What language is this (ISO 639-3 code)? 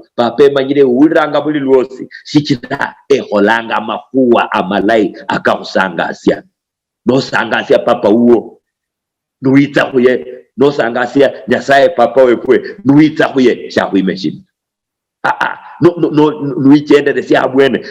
luy